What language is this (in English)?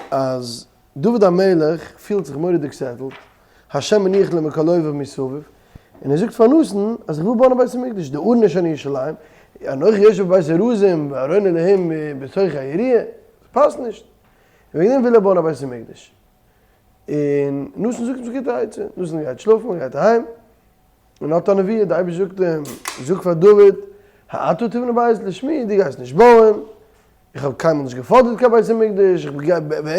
Yiddish